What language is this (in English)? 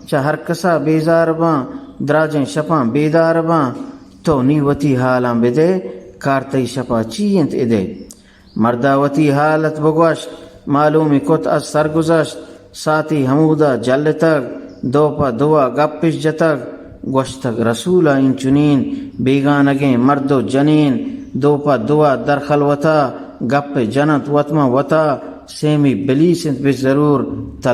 Eastern Balochi